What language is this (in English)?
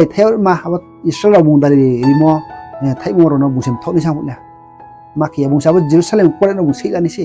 Riang (India)